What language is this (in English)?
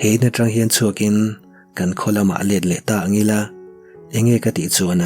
Mizo